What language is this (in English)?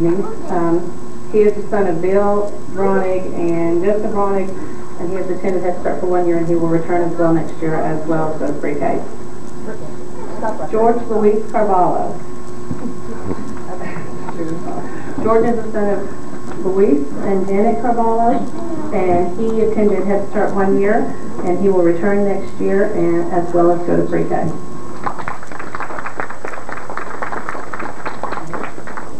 English